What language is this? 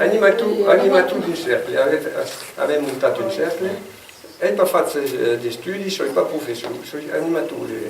Occitan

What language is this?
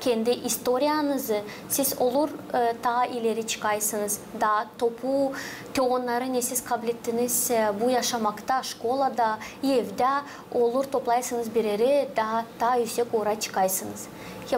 Gagauz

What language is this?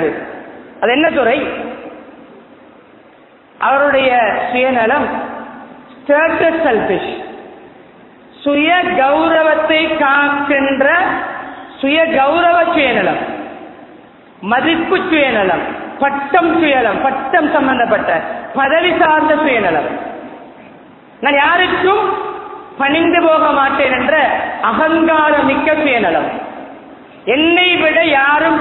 Tamil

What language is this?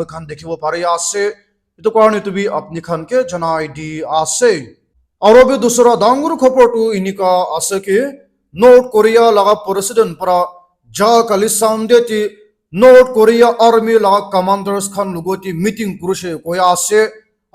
Naga Pidgin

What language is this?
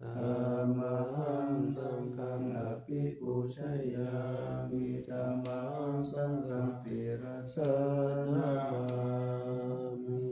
Pali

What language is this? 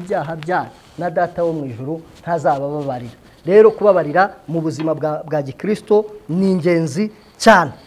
Kinyarwanda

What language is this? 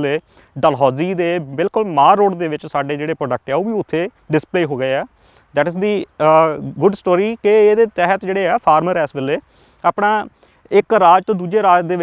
Punjabi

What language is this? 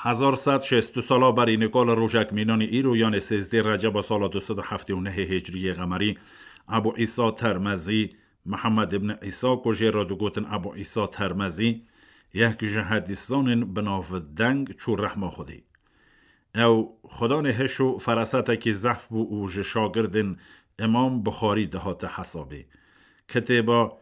Kurdish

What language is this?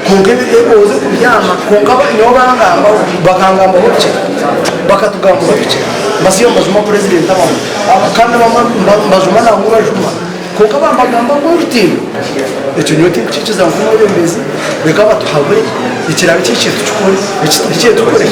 Nyankole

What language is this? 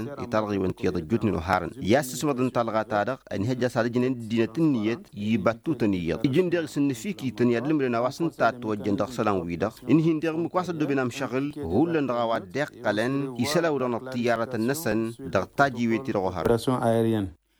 Tamasheq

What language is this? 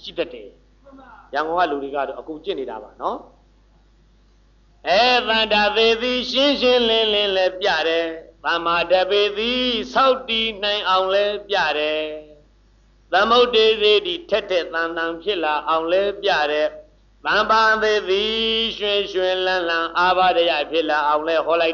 Burmese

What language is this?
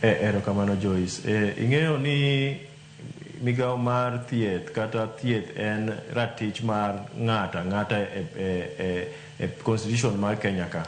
Luo (Kenya and Tanzania)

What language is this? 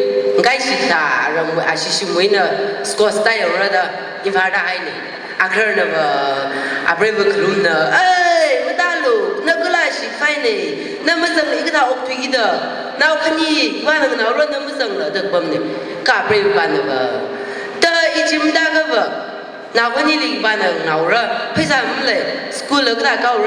Tangkhul Naga (India)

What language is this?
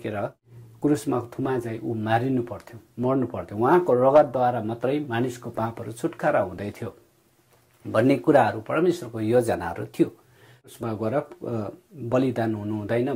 Nepali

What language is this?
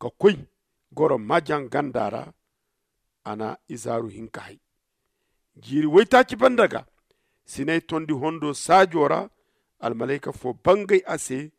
Zarma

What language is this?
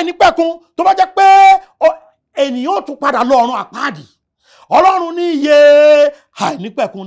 Yoruba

